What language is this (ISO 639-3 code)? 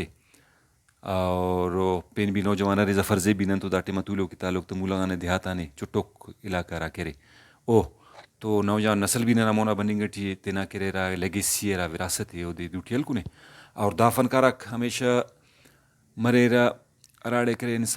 brh